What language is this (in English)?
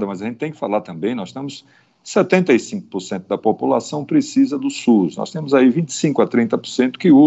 Portuguese